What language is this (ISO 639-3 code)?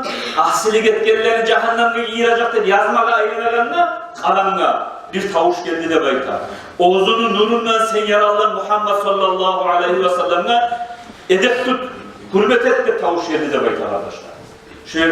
kum